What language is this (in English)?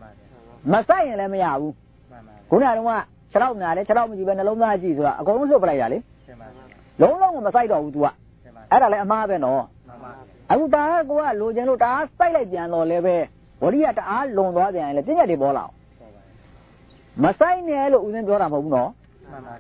Burmese